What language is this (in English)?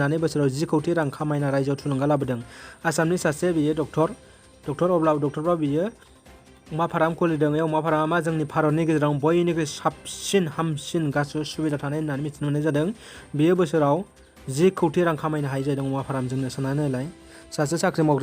Bodo